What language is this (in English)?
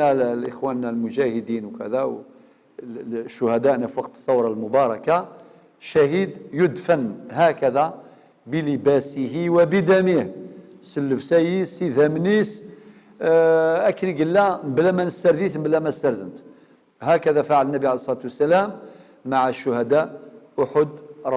Algerian Arabic